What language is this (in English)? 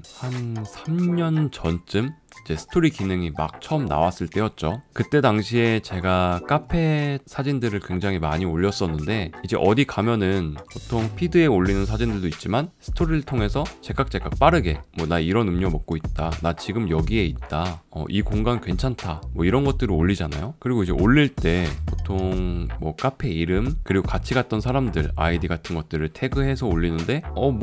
Korean